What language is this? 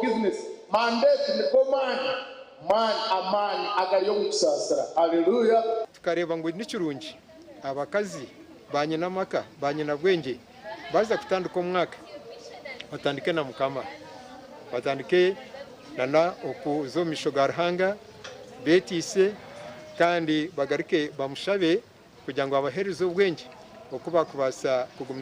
Nyankole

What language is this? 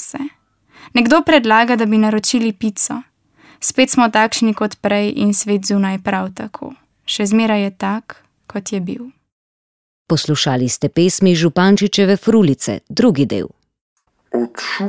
Slovenian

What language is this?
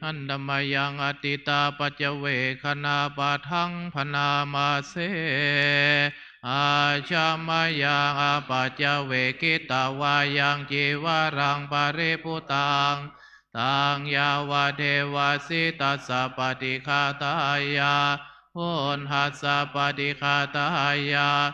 Pali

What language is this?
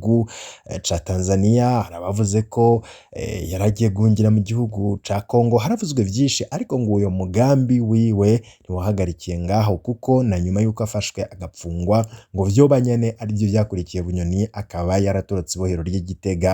Rundi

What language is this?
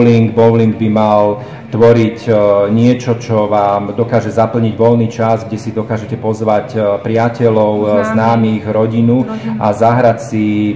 Slovak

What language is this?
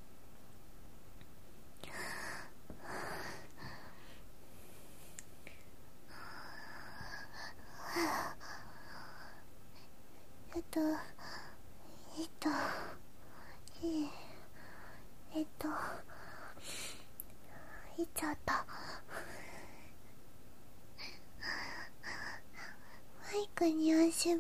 Japanese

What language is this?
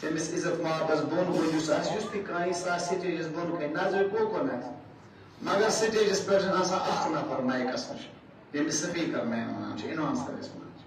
Kashmiri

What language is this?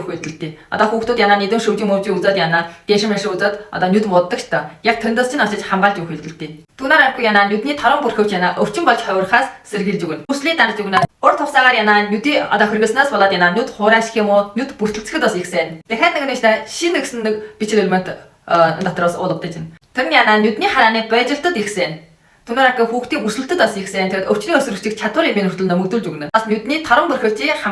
Mongolian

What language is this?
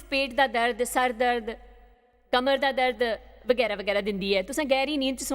Dogri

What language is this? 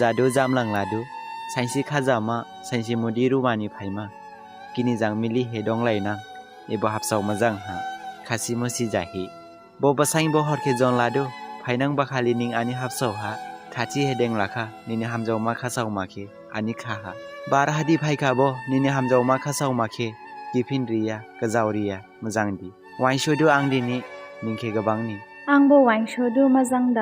Dimasa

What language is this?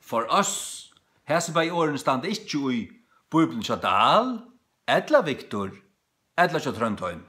Faroese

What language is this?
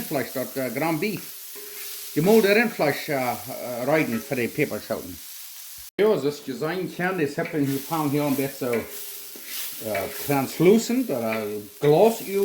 Plautdietsch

